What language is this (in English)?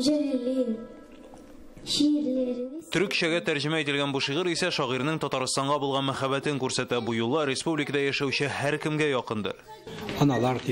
Tatar